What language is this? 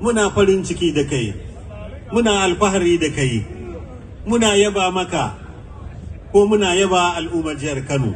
Hausa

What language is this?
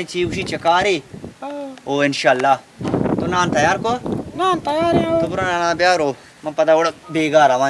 Baluchi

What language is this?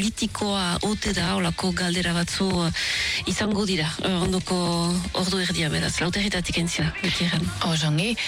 Basque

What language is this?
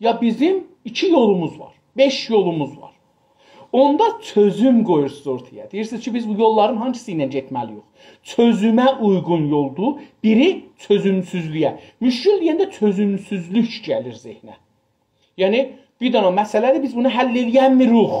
South Azerbaijani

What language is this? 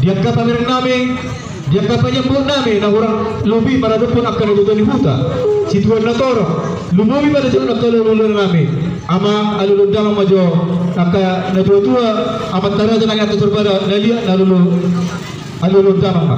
Batak Toba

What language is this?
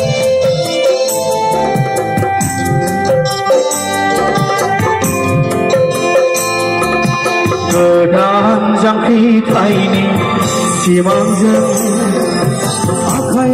Bodo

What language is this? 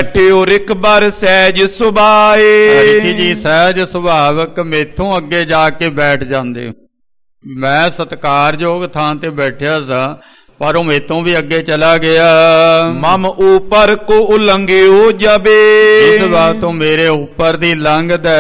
Punjabi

